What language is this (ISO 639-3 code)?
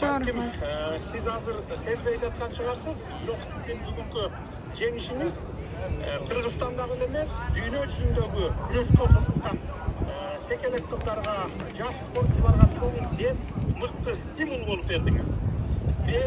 kir